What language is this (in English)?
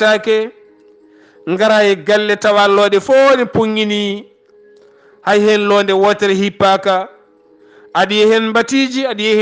Fula